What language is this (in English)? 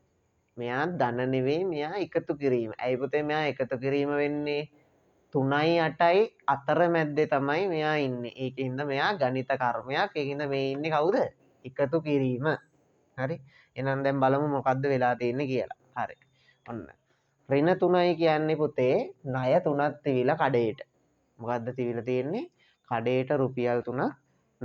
Sinhala